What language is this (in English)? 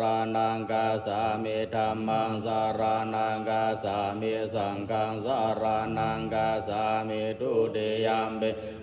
Pali